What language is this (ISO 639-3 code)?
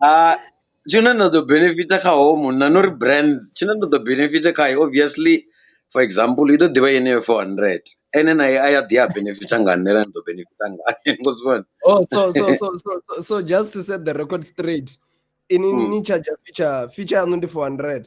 ven